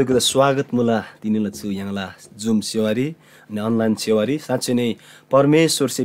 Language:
Eastern Tamang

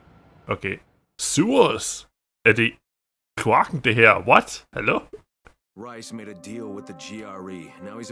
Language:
Danish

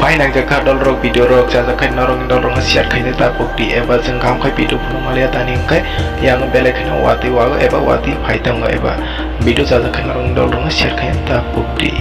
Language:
Kok Borok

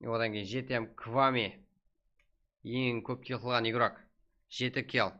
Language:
Kara-Kalpak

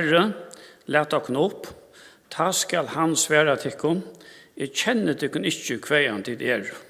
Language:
Faroese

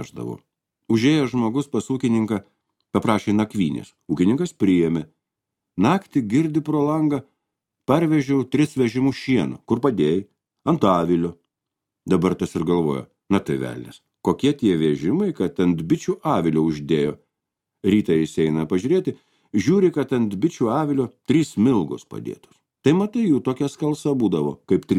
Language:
Lithuanian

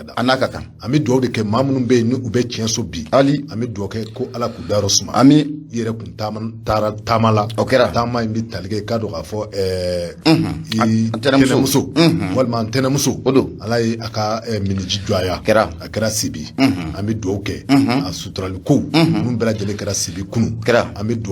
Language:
Bambara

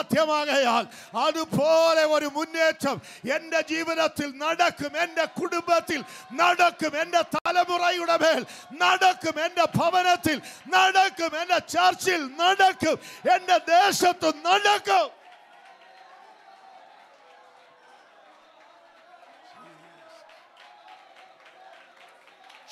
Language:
Malayalam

